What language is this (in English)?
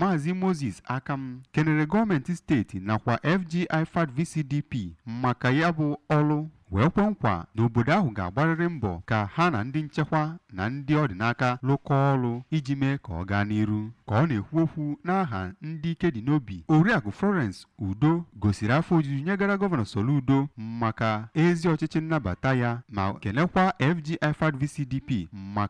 Igbo